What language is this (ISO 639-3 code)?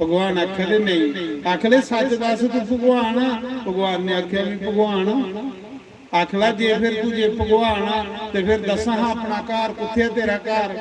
doi